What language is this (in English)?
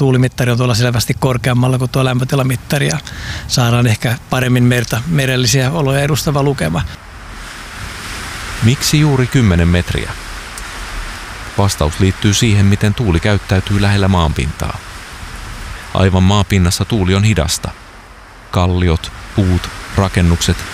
Finnish